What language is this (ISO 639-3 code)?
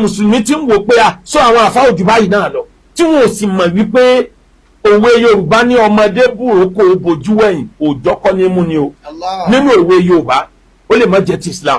yor